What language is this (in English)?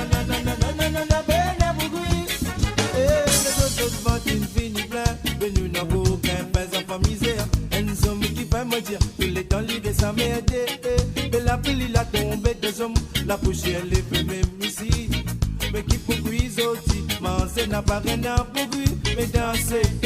Morisyen